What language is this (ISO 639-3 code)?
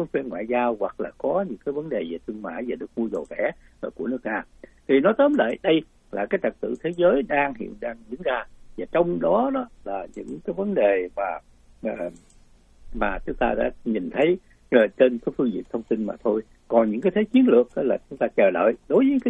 vie